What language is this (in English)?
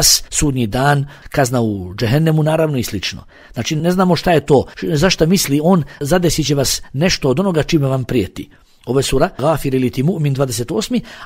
Bosnian